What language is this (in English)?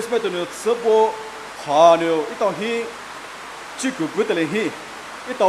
Poumei Naga